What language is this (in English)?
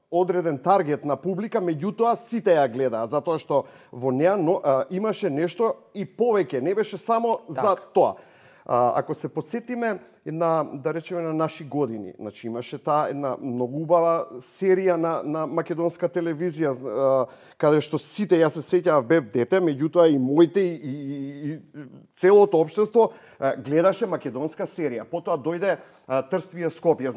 Macedonian